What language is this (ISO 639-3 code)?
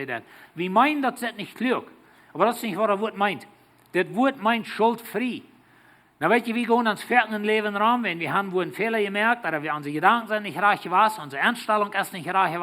pdt